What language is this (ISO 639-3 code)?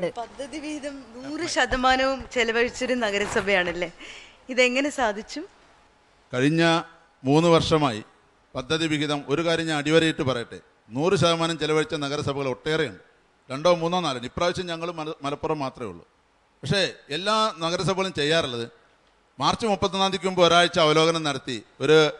mal